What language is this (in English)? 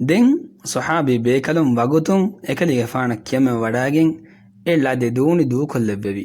Divehi